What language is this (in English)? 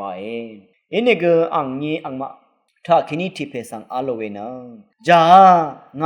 Rawang